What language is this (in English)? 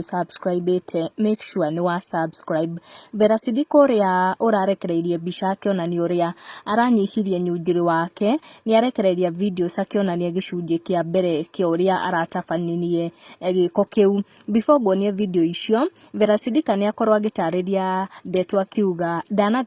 Kikuyu